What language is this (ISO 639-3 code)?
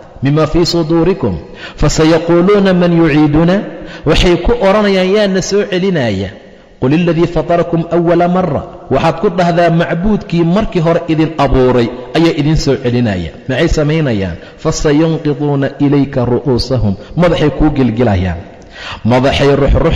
som